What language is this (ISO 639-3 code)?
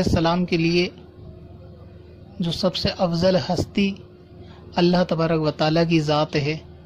urd